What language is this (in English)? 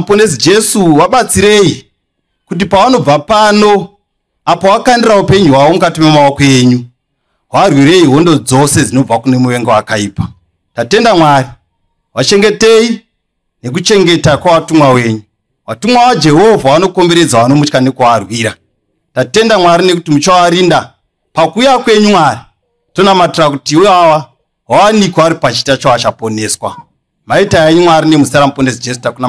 Shona